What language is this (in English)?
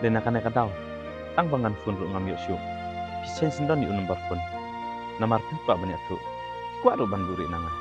Khasi